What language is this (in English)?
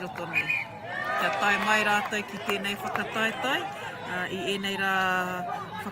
Māori